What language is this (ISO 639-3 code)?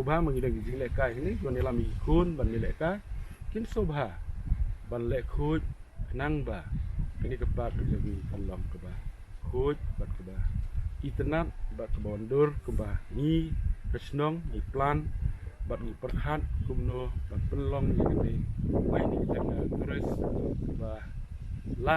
kha